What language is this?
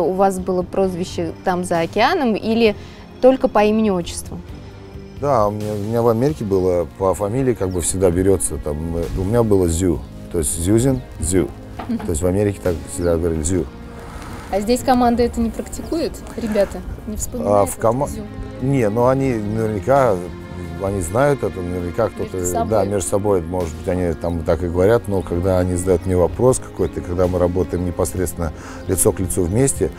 Russian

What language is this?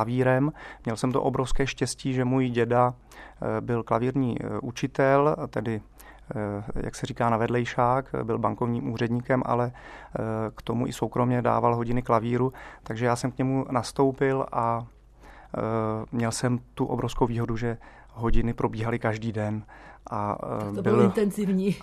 Czech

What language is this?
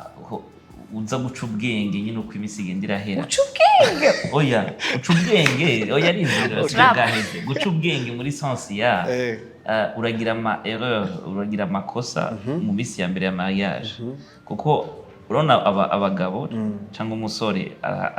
Rundi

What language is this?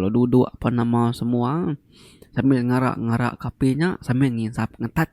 Iban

